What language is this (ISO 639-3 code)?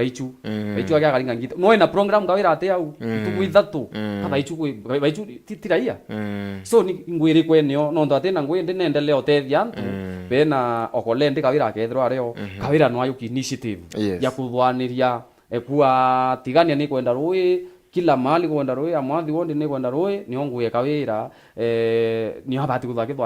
mer